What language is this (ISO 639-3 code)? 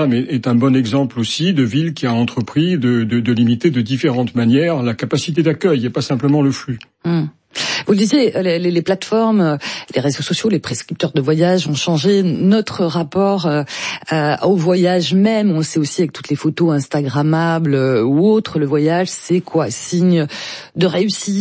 fra